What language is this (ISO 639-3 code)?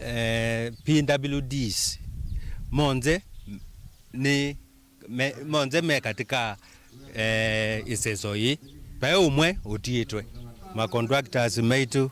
kam